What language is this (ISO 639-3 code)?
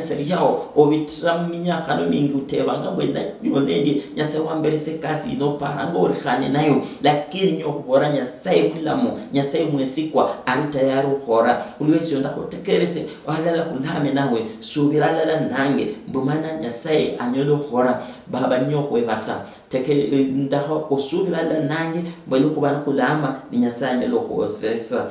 luy